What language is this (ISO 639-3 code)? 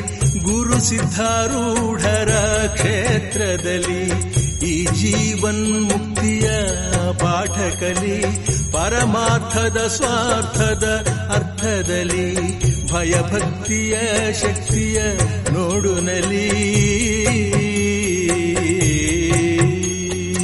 kan